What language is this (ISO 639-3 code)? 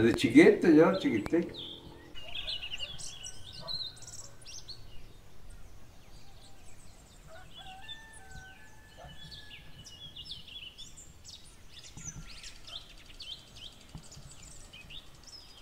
spa